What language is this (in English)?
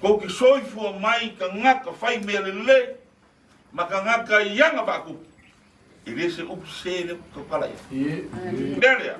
Samoan